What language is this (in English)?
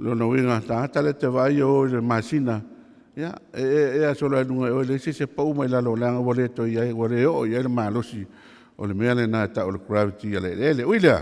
Samoan